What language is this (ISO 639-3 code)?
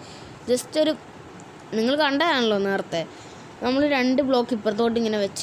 mal